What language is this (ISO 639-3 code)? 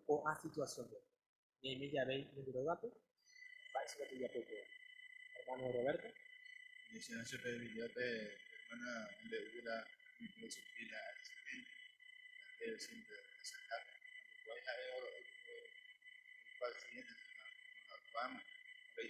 grn